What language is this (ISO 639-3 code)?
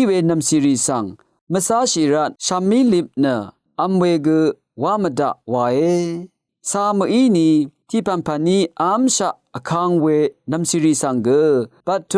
raw